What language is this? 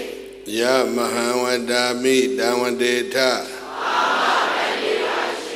Burmese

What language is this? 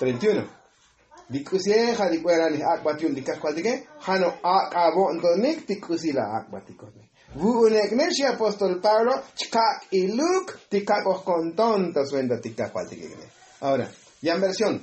Tzotzil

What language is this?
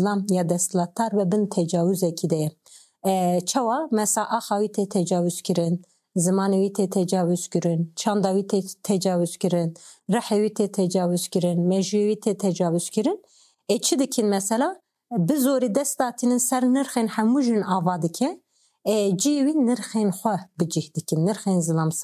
Kurdish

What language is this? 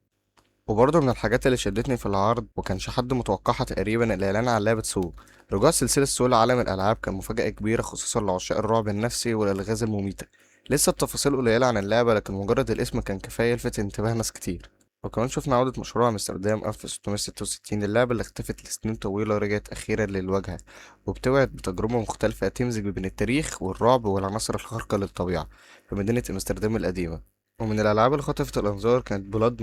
Egyptian Arabic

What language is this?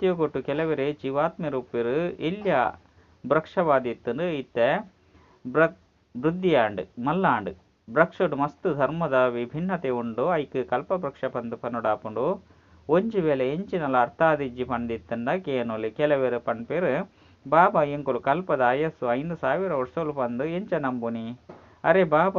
Tulu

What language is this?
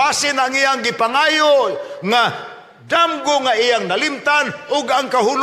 Cebuano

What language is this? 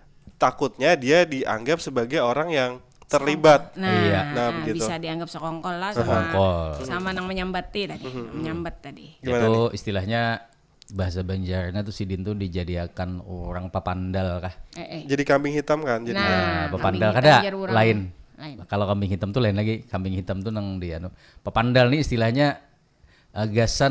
Banjar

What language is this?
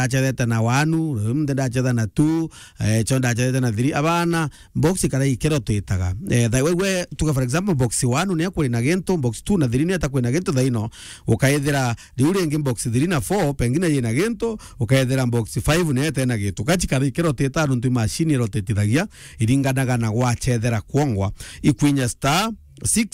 Meru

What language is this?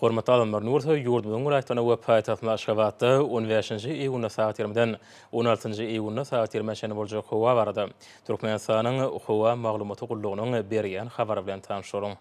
Turkmen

